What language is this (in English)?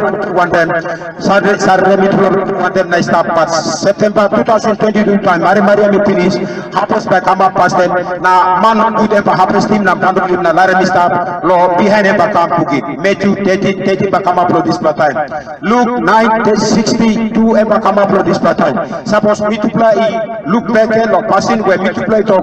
Tok Pisin